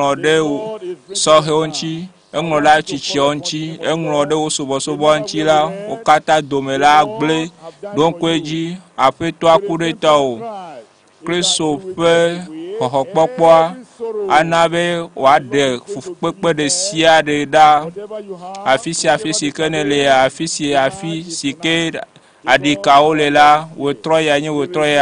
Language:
Ewe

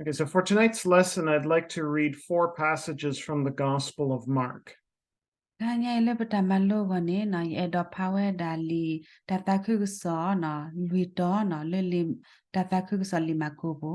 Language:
S'gaw Karen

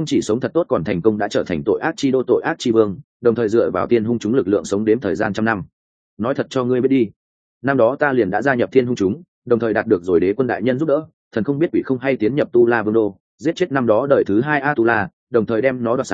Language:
Vietnamese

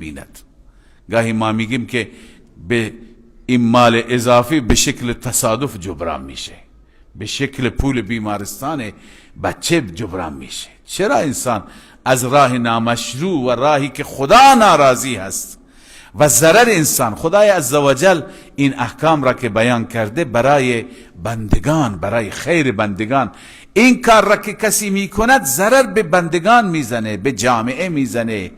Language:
Persian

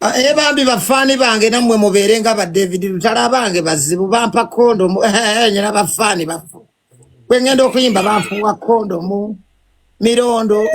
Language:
Ganda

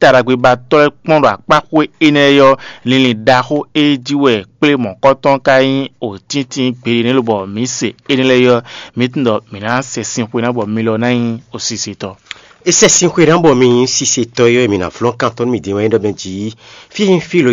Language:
Fon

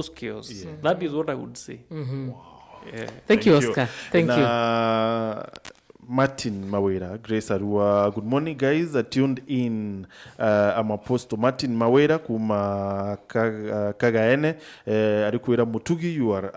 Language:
Meru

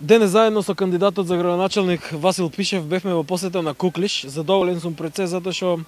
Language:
Macedonian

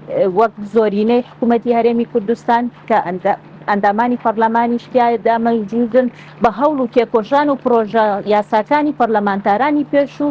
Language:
Central Kurdish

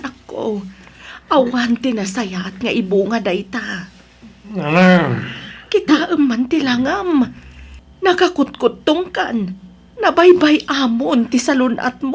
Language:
Iloko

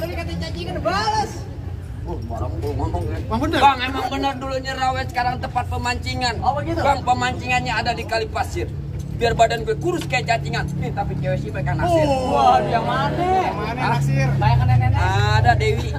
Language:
Betawi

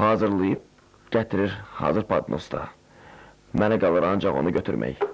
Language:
Azerbaijani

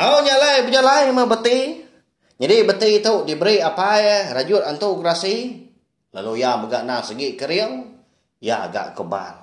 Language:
Iban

